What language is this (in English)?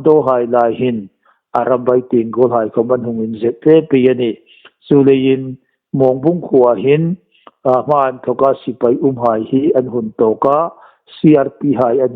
Hmar